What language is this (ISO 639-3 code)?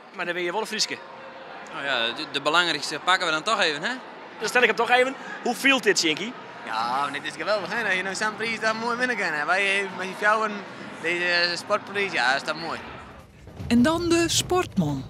fry